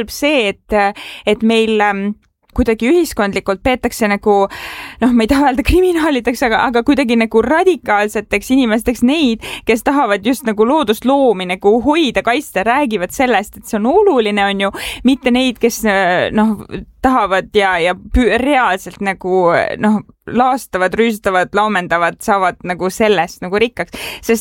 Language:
Estonian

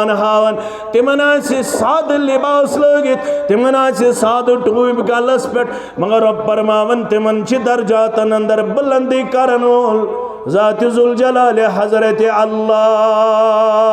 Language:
Kashmiri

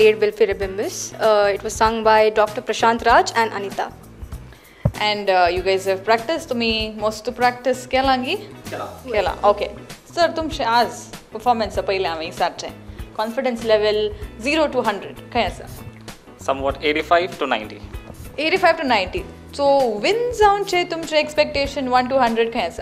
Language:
Konkani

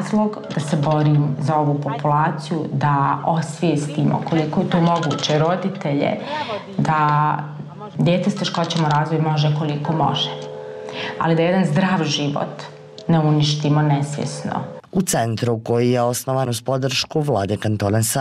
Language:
Bosnian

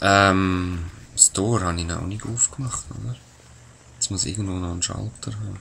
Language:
Swiss German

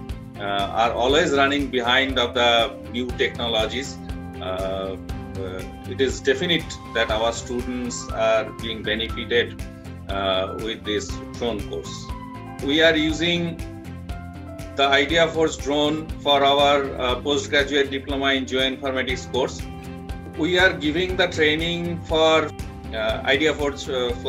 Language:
English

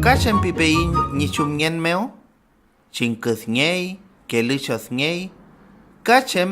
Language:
Mapuche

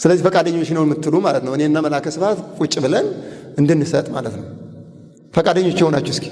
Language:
Amharic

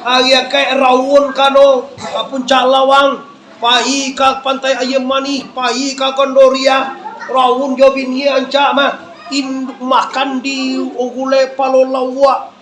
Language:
Minangkabau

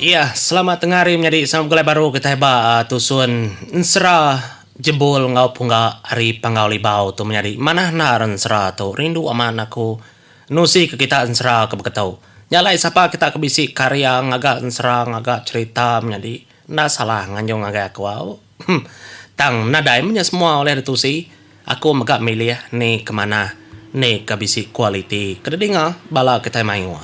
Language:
Iban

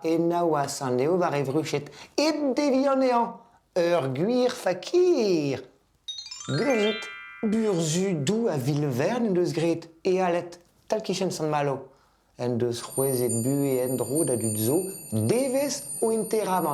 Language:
Breton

